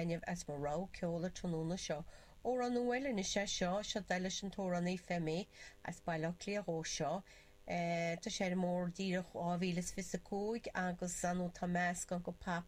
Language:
Irish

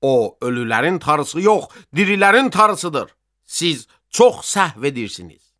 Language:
Azerbaijani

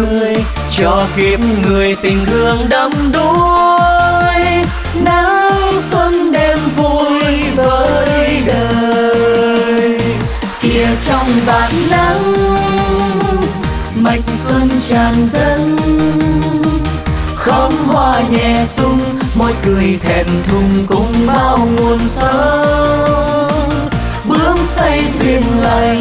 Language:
Vietnamese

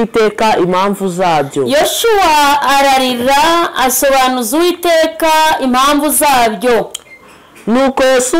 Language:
Kinyarwanda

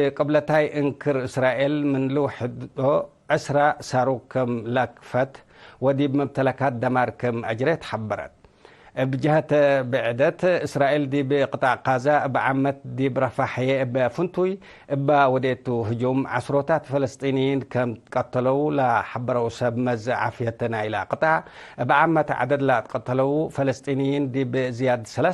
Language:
Tigre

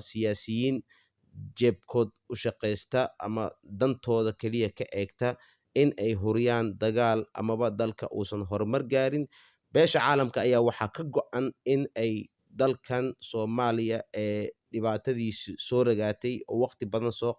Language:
Somali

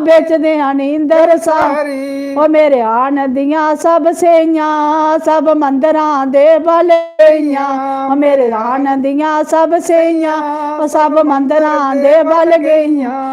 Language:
Dogri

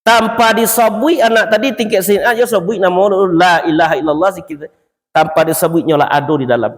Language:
Minangkabau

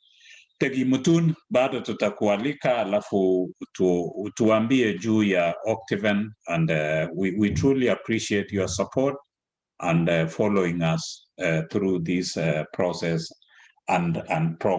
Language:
Kalenjin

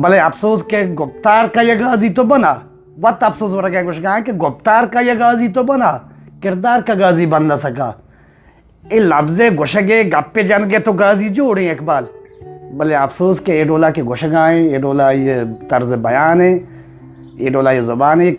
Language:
Eastern Balochi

